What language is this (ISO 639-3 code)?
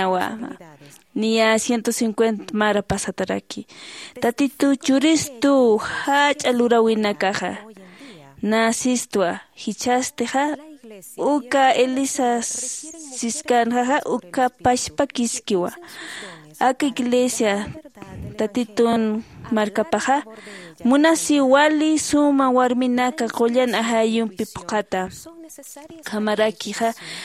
aym